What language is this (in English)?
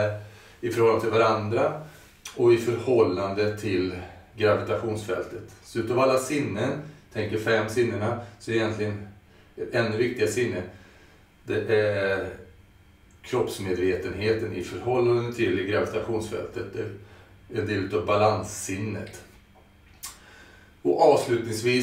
Swedish